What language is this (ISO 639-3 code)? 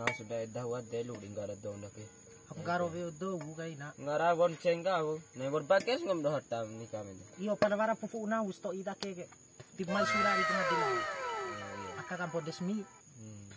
bhp